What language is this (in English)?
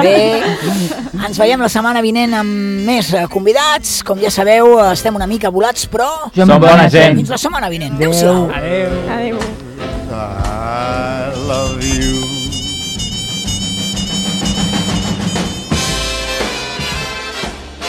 Catalan